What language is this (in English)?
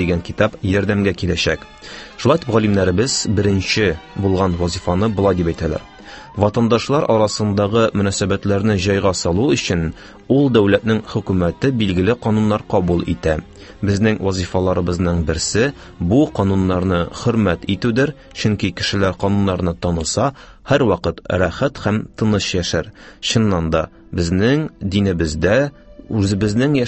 Tatar